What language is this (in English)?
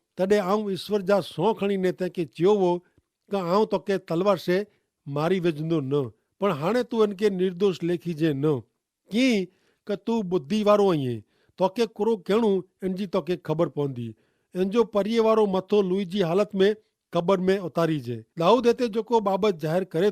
Kachhi